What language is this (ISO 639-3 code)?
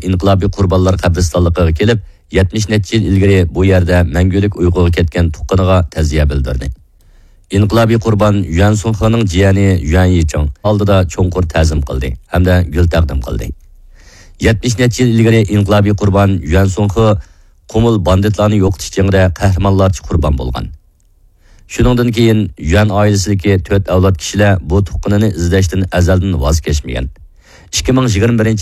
uig